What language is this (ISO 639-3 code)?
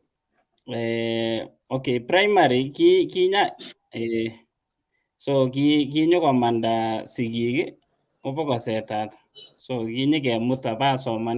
kln